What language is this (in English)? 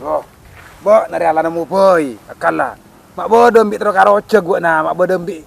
Madurese